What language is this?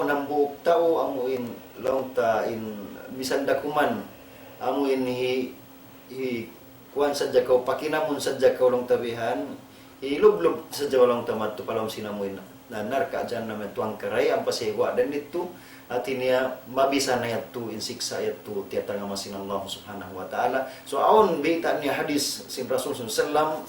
Tausug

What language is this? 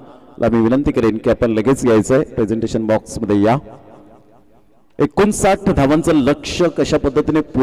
Marathi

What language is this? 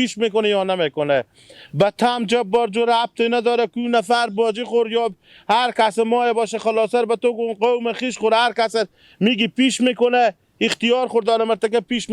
Persian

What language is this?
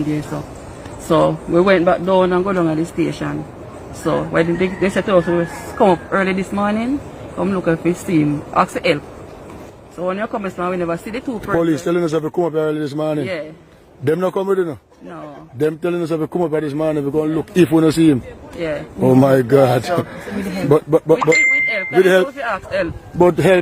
Jamaican Creole English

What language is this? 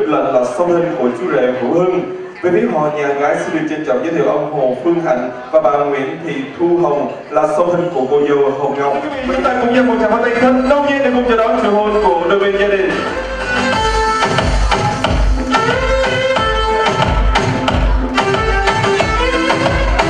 Vietnamese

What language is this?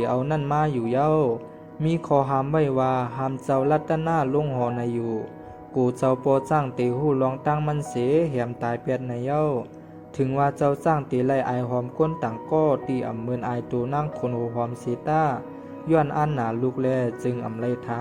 Shan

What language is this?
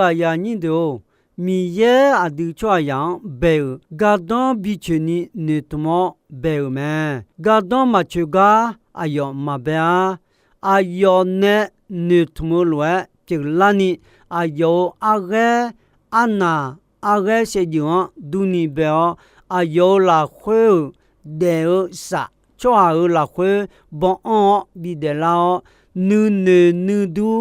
Akha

